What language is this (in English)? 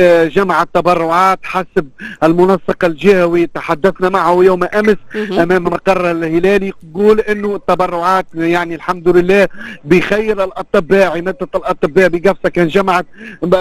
Tunisian Arabic